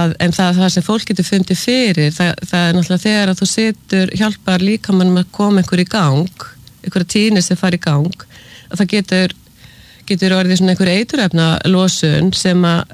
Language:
Icelandic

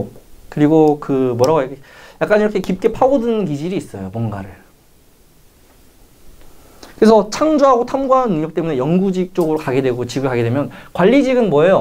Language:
Korean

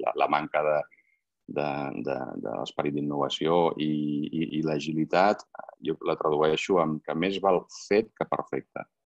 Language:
Catalan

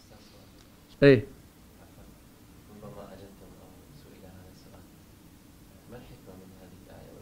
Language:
Arabic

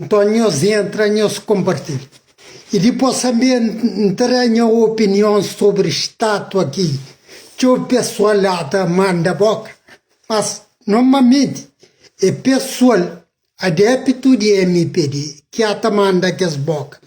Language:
Kabuverdianu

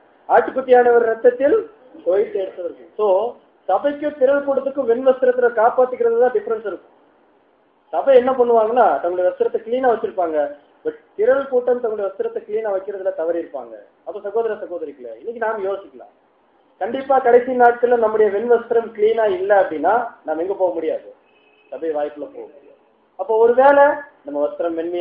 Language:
Tamil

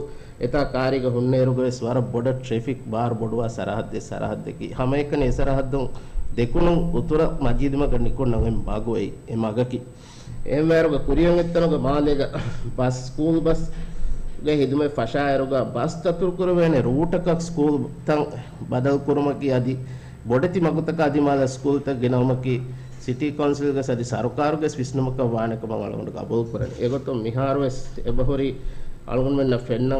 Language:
Divehi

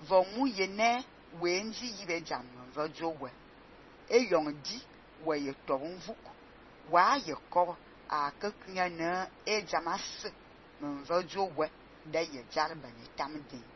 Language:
Fang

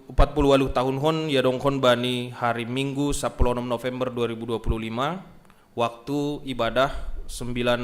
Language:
Batak Simalungun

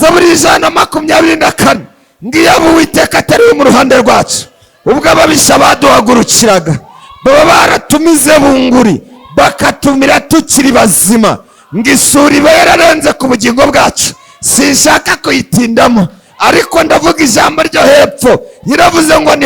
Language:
Kinyarwanda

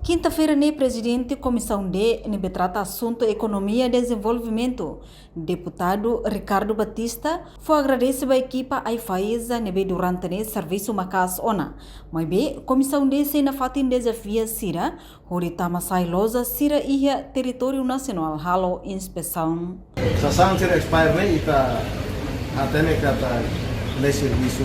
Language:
Tetum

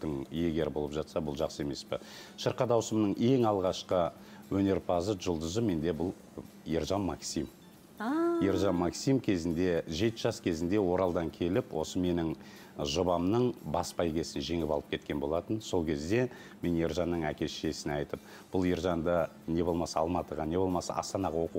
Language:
Kazakh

